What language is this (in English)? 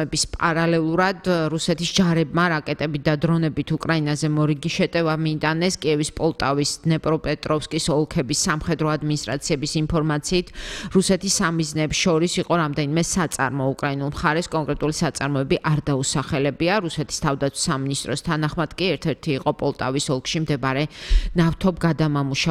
Georgian